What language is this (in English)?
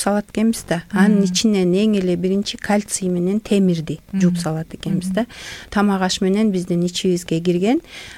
Kyrgyz